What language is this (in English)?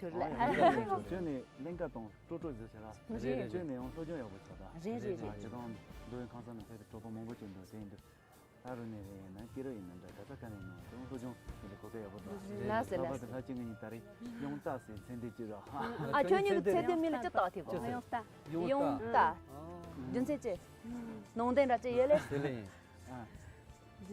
Tibetan